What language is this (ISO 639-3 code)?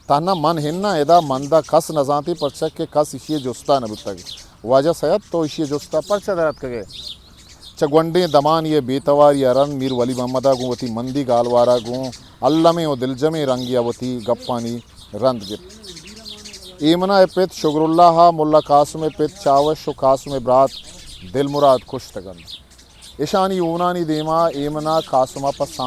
bgp